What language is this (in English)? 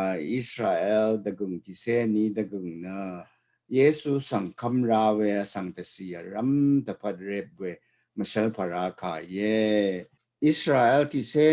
Rawang